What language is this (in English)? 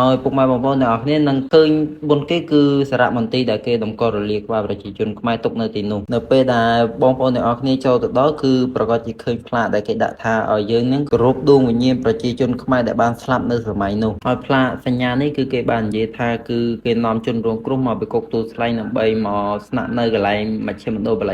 Khmer